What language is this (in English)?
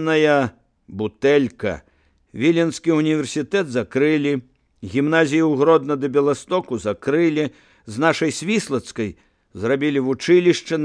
Belarusian